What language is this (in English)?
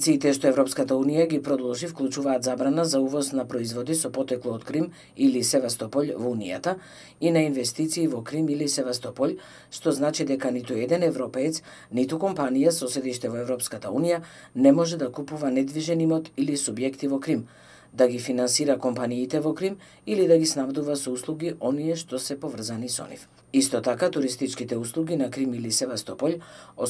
Macedonian